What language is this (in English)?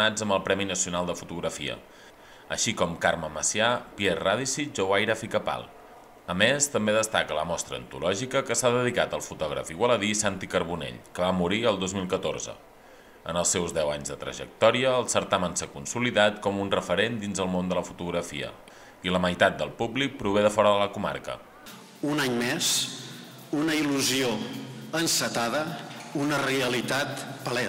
Catalan